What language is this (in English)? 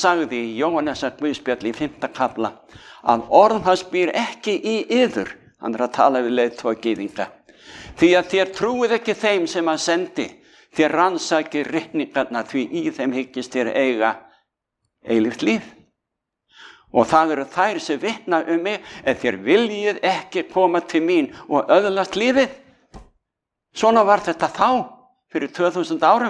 Icelandic